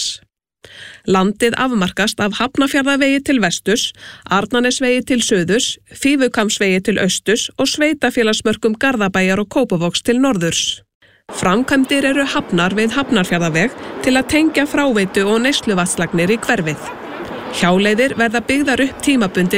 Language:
Icelandic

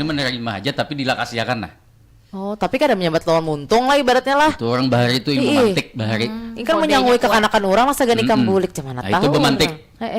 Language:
Banjar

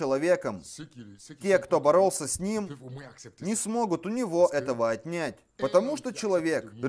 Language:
Russian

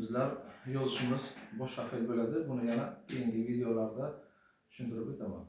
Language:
Uzbek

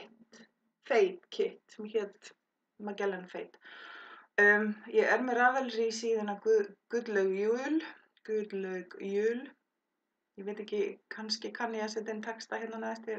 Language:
Icelandic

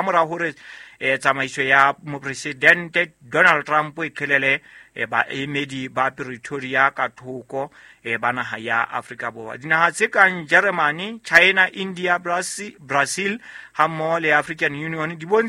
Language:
Southern Sotho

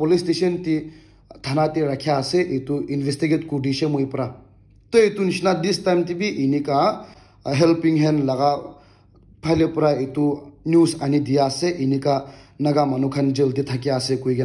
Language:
Naga Pidgin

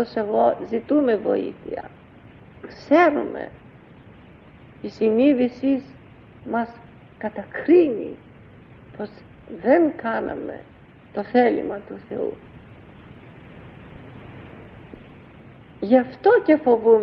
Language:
Greek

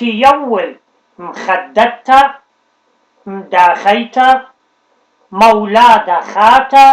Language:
Assyrian Neo-Aramaic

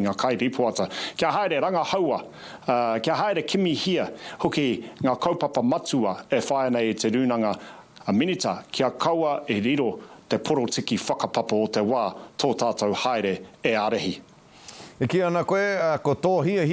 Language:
Māori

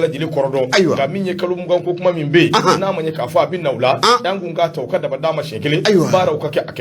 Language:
Bambara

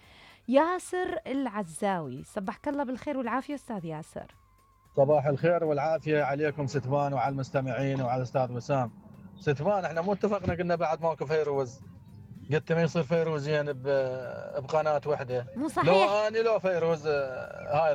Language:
Mesopotamian Arabic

